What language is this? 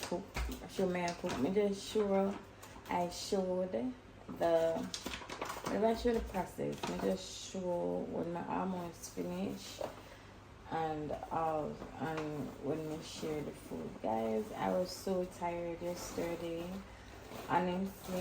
Jamaican Creole English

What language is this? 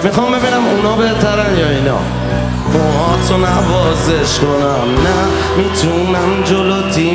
Persian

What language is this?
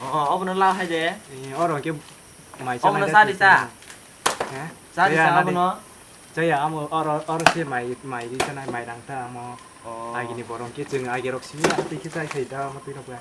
Kok Borok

